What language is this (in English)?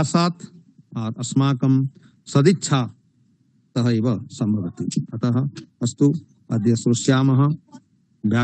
Sanskrit